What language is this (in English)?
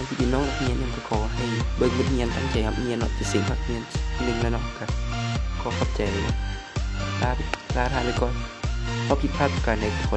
Lao